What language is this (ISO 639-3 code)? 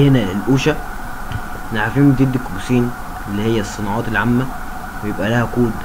arz